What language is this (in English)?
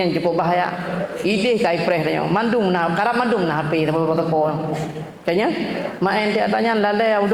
Achinese